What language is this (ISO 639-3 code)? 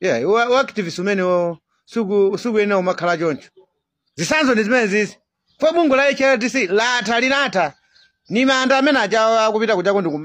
nya